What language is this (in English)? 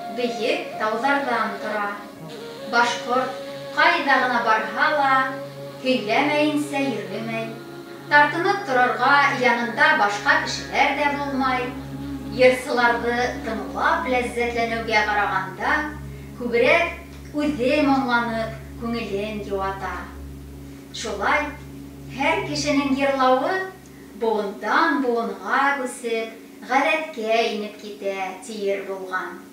Bashkir